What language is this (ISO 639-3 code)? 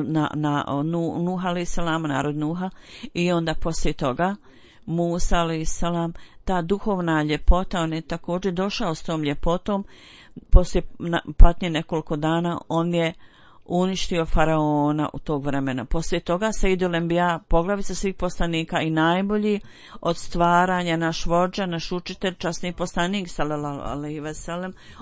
bos